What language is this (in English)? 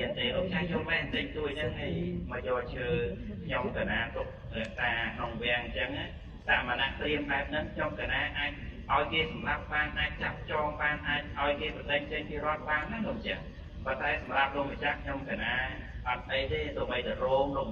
Khmer